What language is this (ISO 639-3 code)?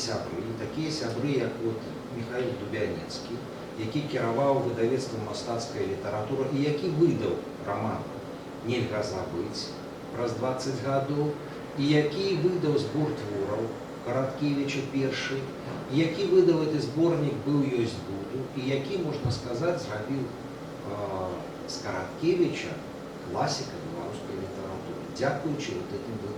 bel